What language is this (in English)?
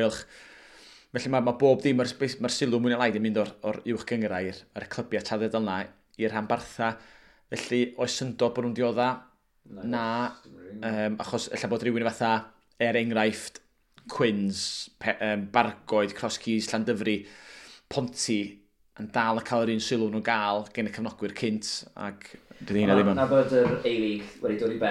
Welsh